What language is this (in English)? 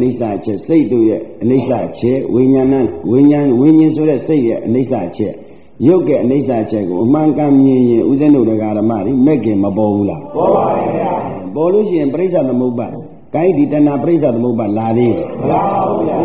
Burmese